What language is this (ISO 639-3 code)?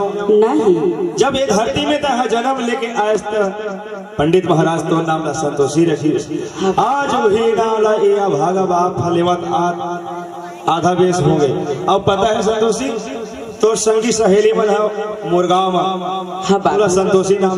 hne